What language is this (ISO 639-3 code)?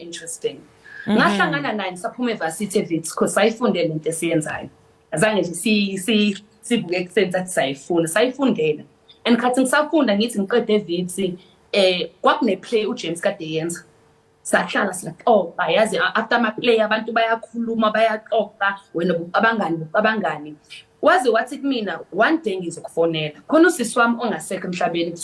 zul